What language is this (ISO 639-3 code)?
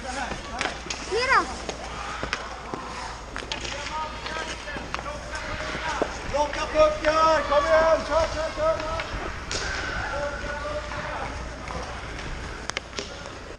swe